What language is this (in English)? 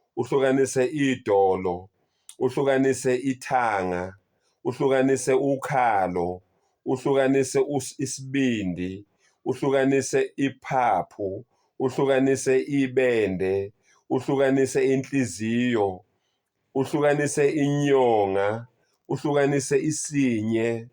Zulu